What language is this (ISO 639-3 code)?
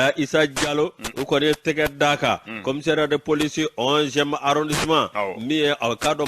bam